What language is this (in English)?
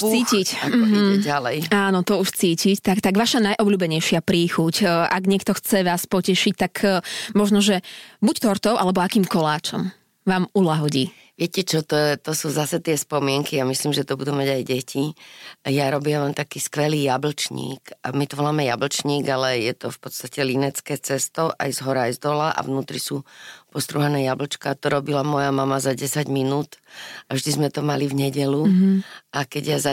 Slovak